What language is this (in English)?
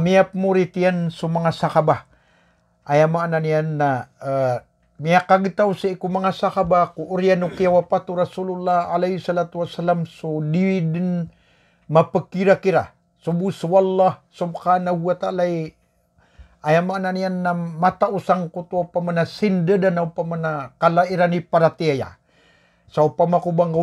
Maranao